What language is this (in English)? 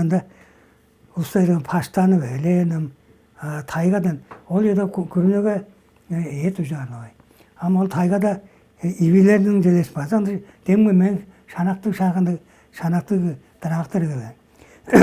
Tuvinian